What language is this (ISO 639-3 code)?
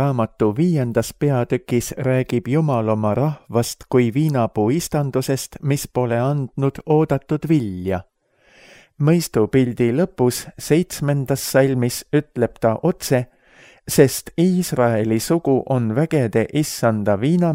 est